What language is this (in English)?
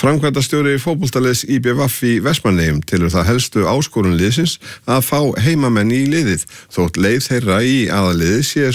Icelandic